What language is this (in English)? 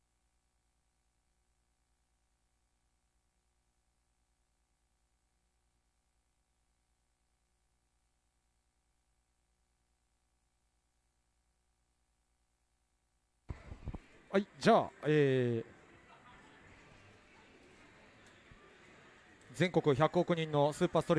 Japanese